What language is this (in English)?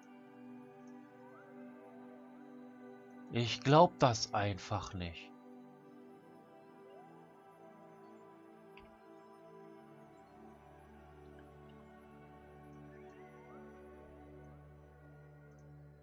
German